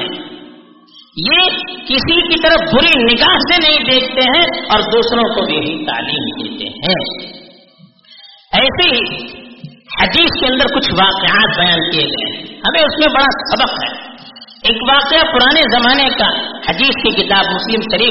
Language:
Urdu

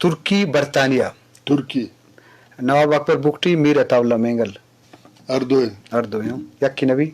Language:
Eastern Balochi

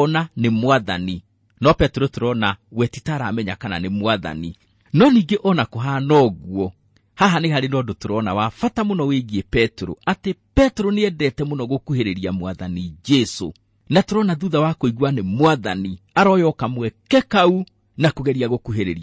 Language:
Kikuyu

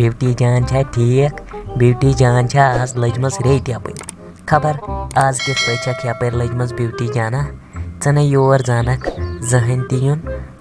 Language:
Kashmiri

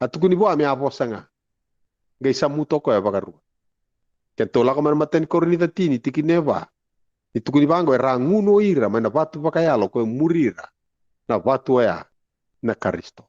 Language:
Fijian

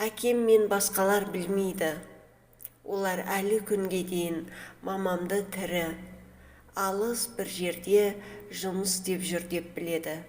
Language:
Kazakh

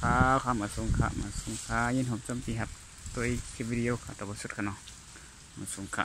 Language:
Shan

